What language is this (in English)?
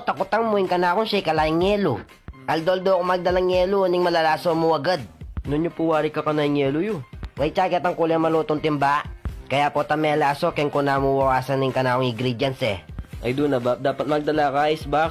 Pampanga